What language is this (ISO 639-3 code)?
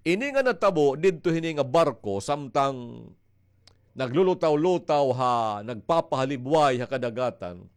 war